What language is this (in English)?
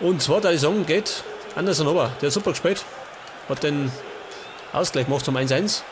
Bavarian